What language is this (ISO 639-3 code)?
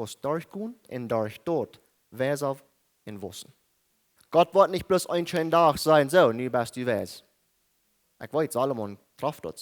pdt